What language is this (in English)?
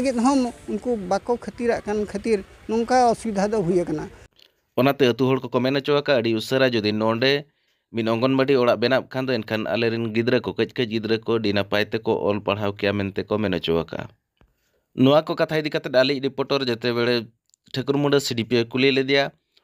Santali